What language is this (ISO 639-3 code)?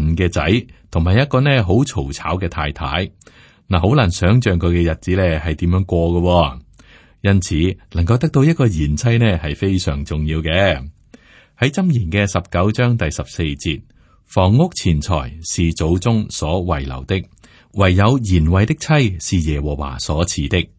yue